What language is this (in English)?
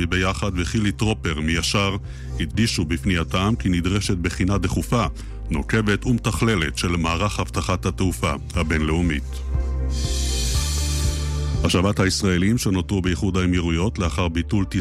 Hebrew